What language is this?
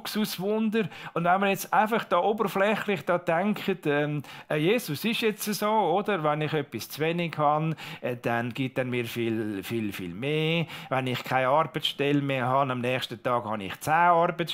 Swiss German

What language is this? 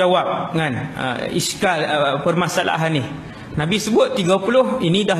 Malay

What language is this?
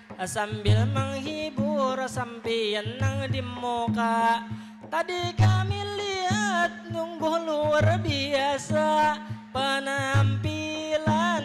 Banjar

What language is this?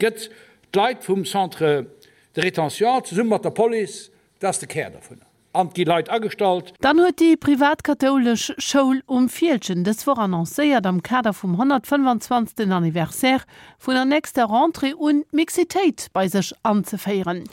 Luxembourgish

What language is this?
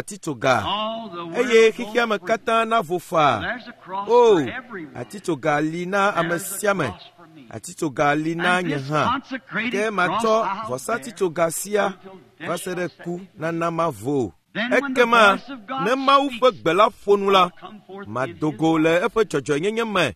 Ewe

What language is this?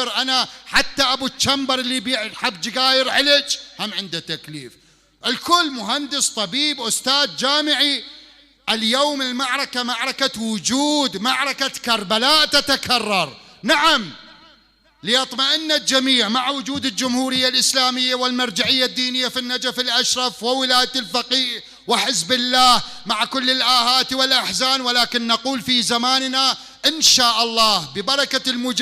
Mesopotamian Arabic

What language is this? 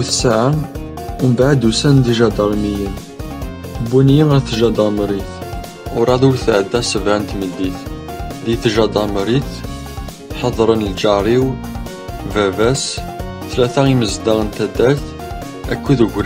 Kabyle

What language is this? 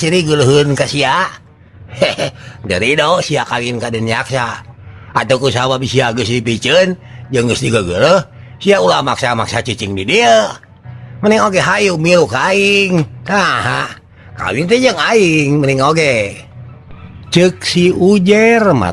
Sundanese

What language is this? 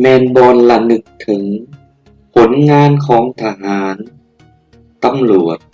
Lao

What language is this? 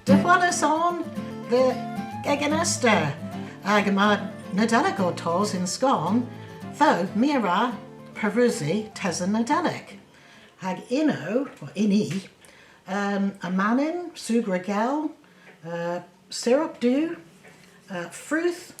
Cornish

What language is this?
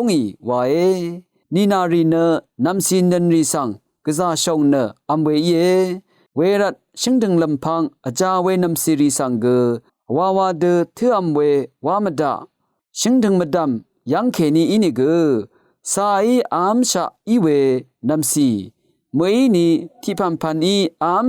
Rawang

